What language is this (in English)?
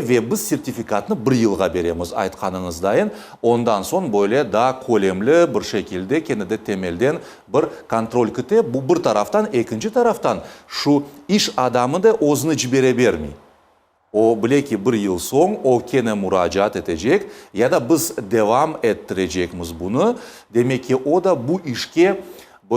Crimean Tatar